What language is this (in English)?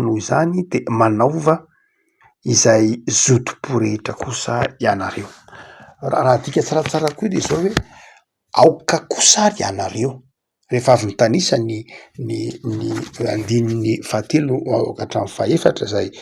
Malagasy